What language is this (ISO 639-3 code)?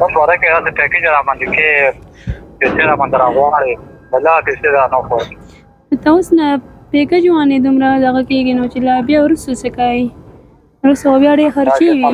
pus